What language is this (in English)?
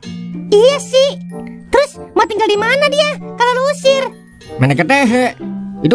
Betawi